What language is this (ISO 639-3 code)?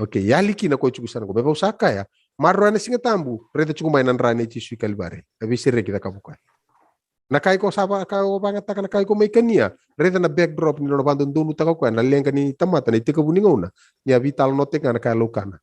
fij